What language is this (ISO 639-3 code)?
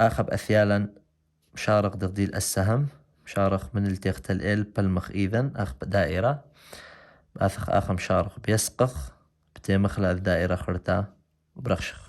aii